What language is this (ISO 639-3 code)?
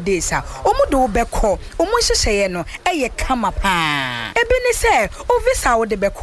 aka